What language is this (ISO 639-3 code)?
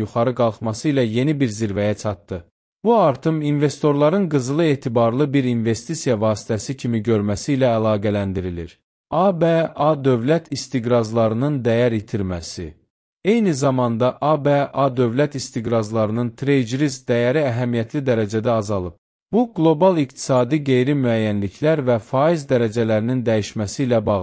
aze